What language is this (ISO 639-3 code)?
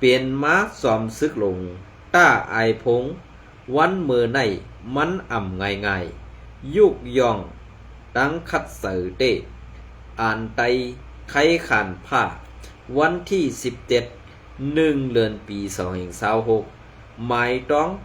shn